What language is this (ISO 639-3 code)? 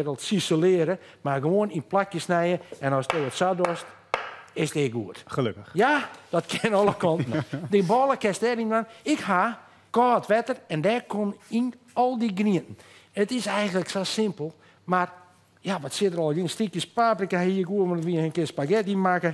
fry